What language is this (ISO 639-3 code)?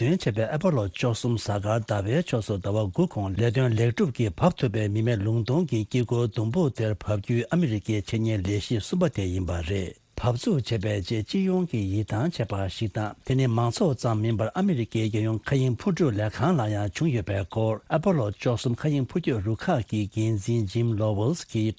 bod